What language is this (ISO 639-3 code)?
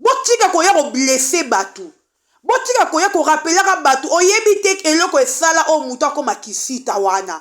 lin